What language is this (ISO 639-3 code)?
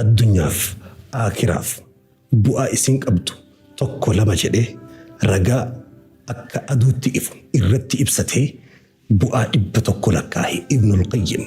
orm